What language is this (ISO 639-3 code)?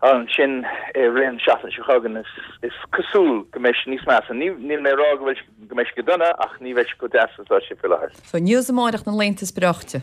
gle